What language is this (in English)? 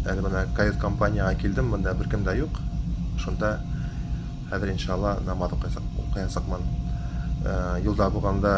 Bashkir